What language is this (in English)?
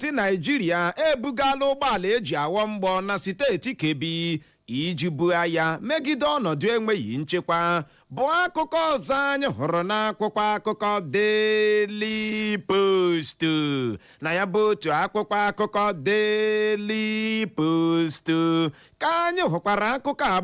Igbo